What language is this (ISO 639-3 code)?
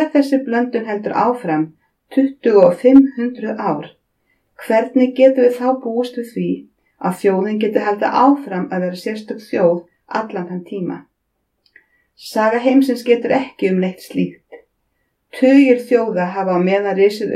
isl